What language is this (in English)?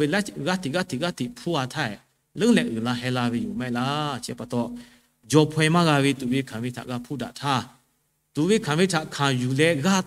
Lahu